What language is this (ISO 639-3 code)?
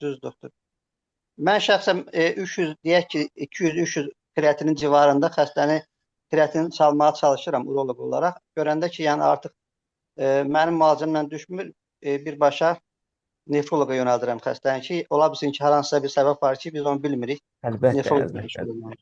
aze